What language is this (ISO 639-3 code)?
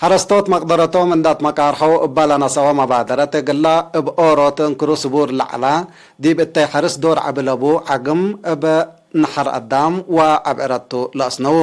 tig